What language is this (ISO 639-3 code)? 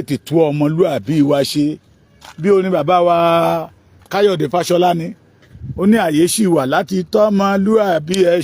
yor